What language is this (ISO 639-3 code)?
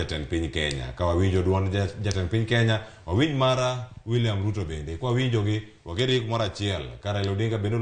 luo